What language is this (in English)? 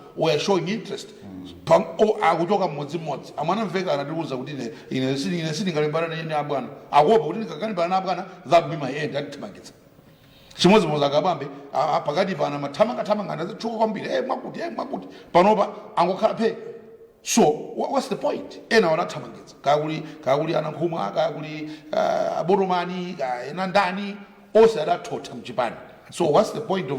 Nyanja